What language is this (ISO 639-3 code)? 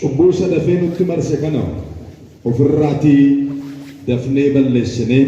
orm